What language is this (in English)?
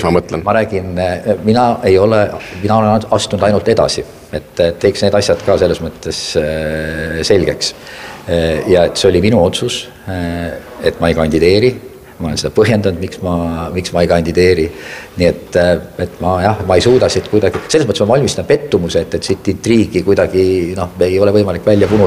Estonian